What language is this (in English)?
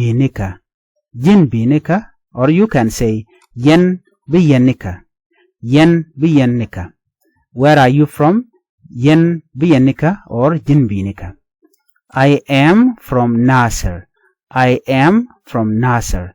Nuer